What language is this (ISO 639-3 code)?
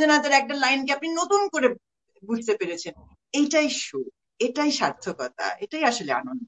ben